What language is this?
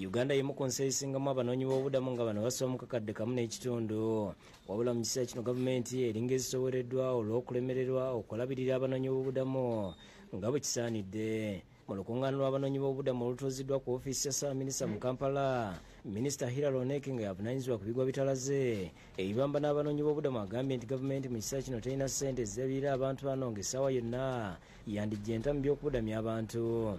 Ganda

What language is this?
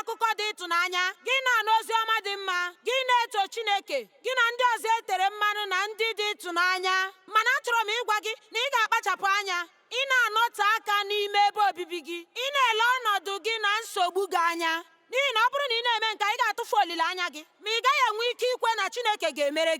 Igbo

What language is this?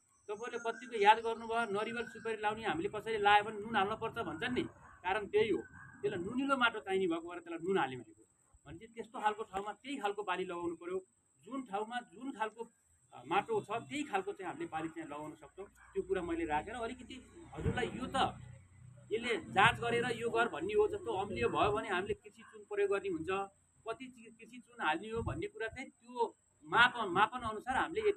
Nepali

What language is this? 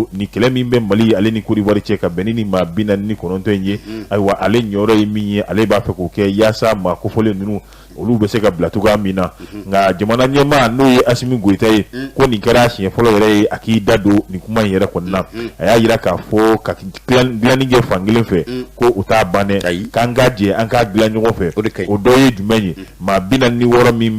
Bambara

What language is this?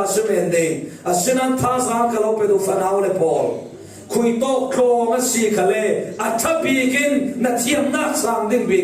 Falam Chin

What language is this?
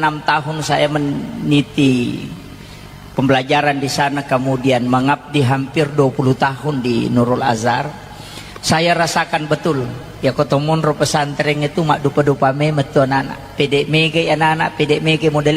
Buginese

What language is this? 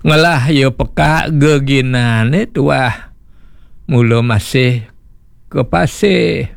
Balinese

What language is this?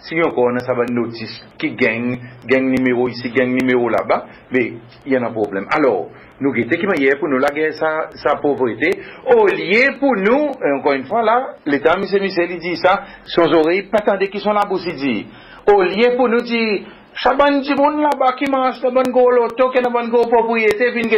Seselwa Creole French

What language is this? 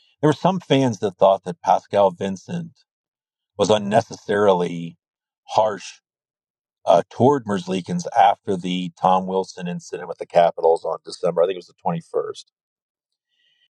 English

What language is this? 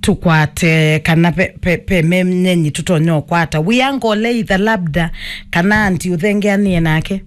Kamba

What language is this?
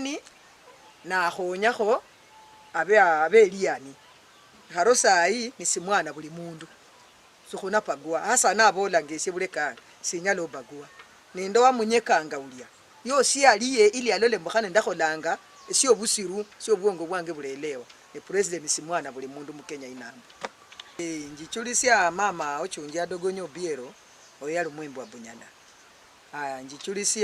Luyia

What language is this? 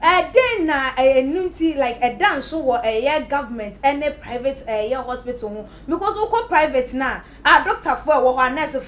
Akan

